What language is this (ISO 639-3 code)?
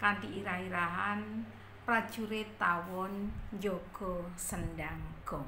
jav